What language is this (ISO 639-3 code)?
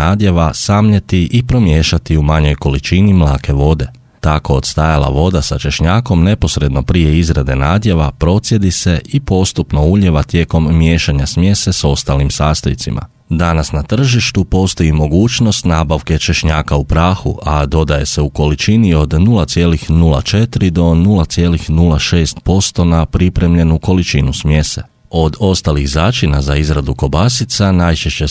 hrv